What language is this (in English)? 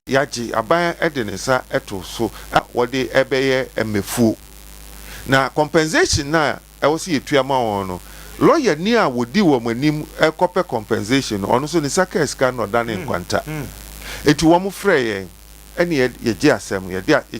Akan